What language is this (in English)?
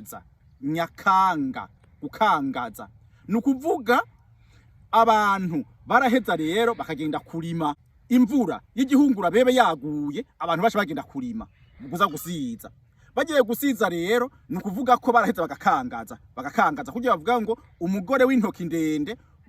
Rundi